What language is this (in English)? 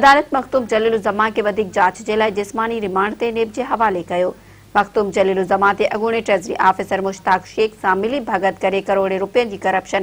Sindhi